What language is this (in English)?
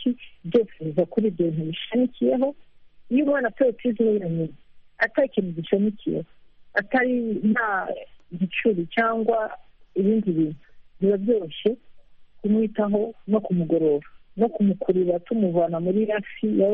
Kinyarwanda